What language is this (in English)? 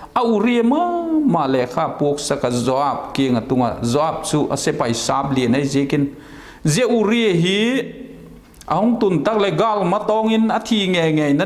Vaiphei